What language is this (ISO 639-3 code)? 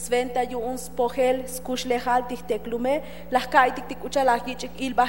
tzo